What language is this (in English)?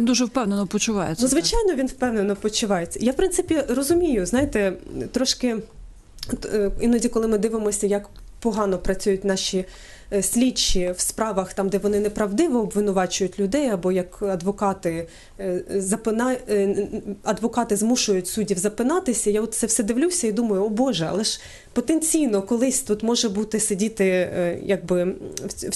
Ukrainian